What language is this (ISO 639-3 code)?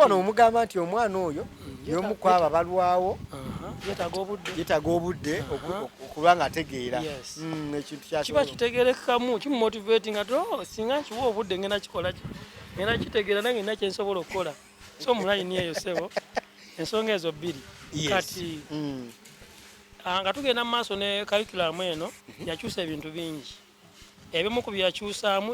lug